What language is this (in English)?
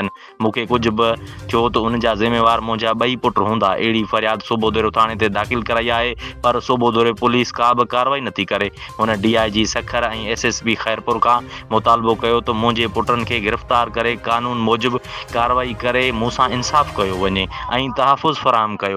Sindhi